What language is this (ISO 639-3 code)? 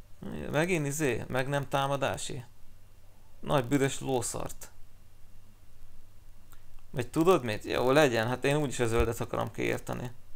hun